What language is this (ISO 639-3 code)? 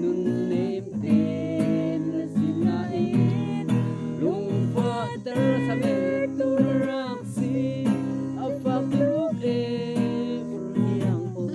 cnh